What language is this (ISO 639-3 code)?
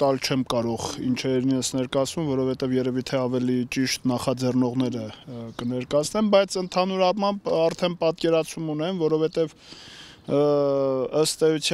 hye